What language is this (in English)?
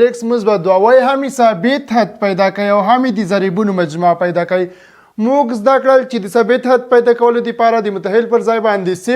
Pashto